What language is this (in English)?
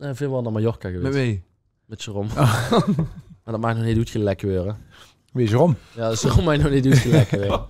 Limburgish